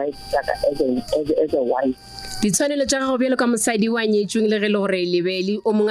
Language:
Northern Sotho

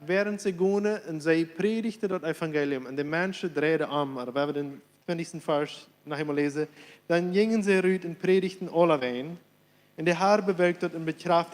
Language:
Plautdietsch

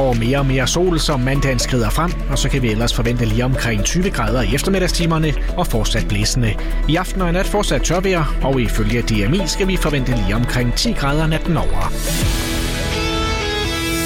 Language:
Danish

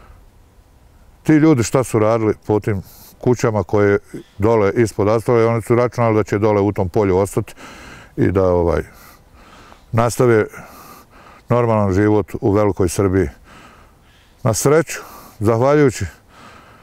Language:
Bosnian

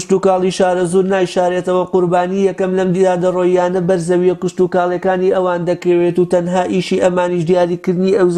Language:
Central Kurdish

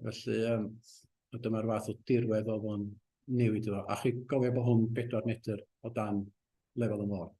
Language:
Welsh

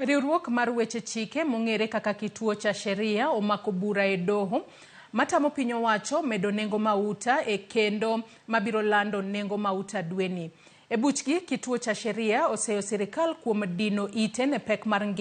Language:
Luo (Kenya and Tanzania)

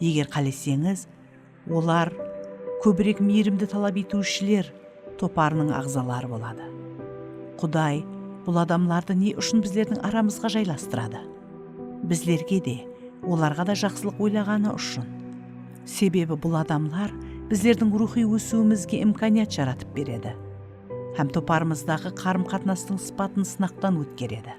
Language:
Kara-Kalpak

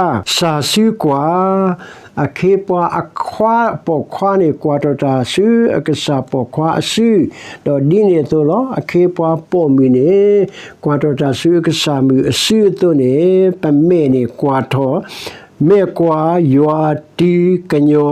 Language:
S'gaw Karen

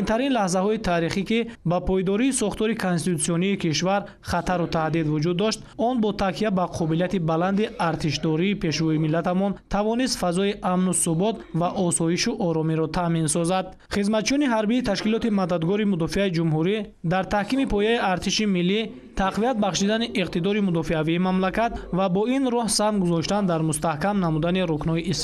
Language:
Tajik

